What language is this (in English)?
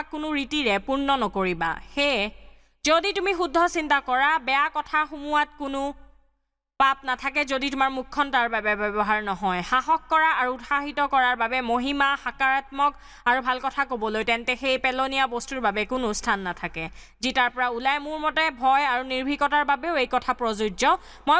Assamese